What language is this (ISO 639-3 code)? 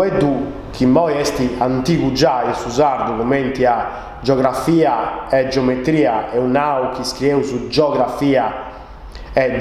srd